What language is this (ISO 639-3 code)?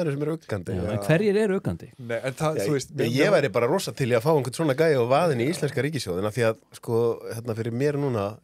isl